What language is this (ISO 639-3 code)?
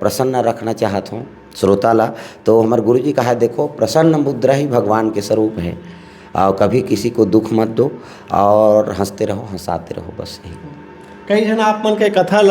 hne